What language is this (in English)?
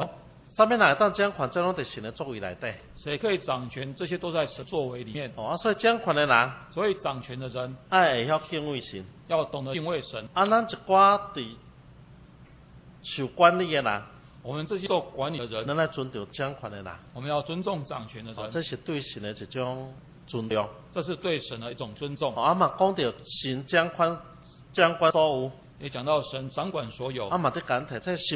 Min Nan Chinese